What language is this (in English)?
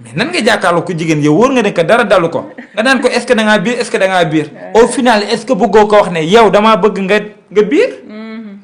Wolof